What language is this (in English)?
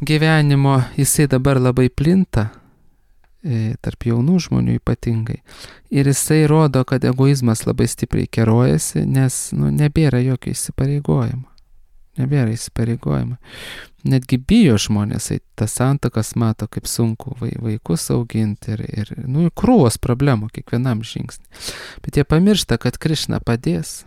Lithuanian